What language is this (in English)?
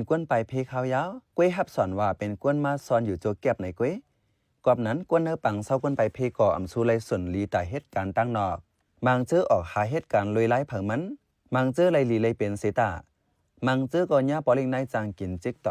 Shan